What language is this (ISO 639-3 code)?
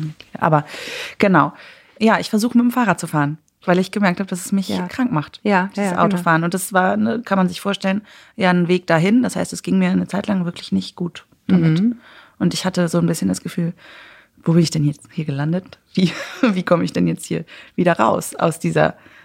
deu